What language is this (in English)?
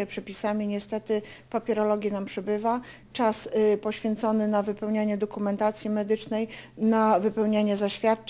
Polish